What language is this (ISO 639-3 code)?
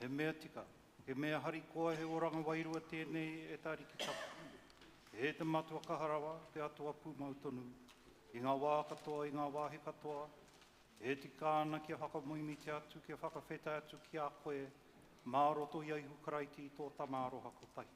mri